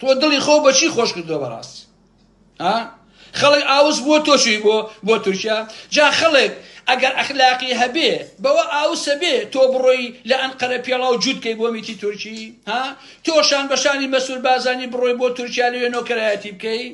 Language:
Central Kurdish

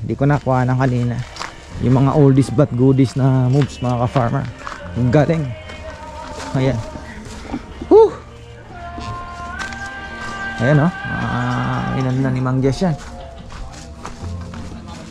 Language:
Filipino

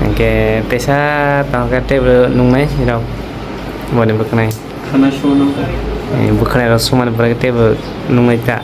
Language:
Kok Borok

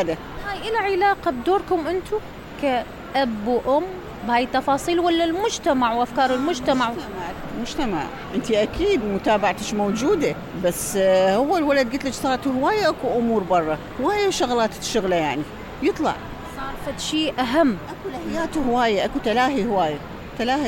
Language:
Mesopotamian Arabic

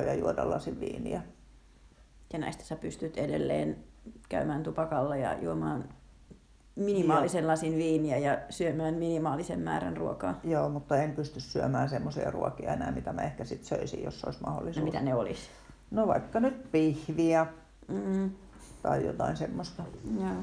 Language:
Finnish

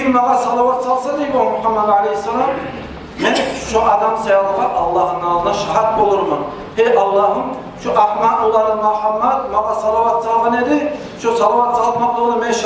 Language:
Kumyk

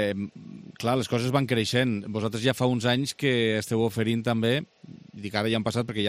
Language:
Catalan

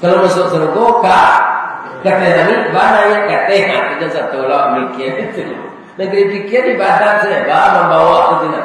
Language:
Minangkabau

